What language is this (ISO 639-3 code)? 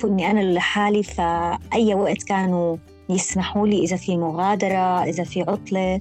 apc